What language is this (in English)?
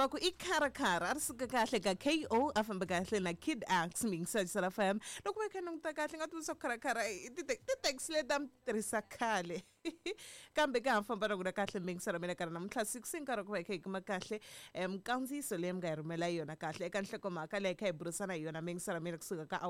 Tsonga